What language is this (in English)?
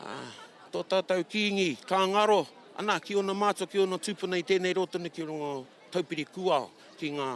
Māori